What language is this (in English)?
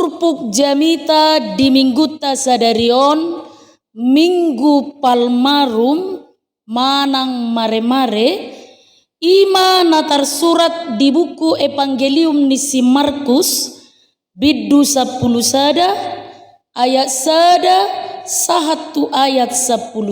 Batak Toba